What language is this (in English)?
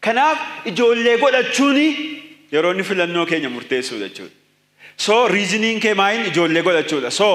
Oromo